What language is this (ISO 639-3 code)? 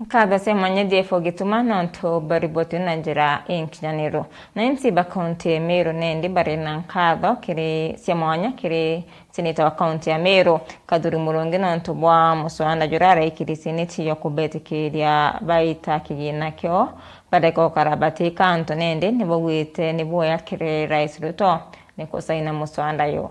mer